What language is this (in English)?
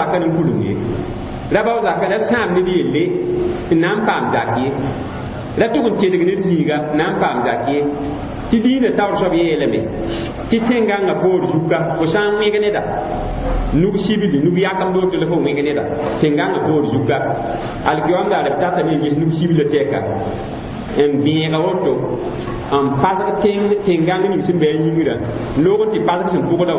Mossi